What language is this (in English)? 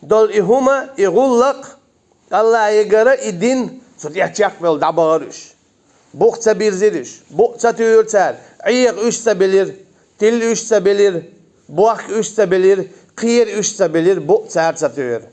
Chechen